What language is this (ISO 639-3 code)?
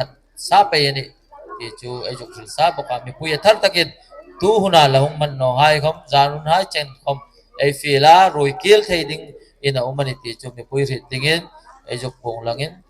hmr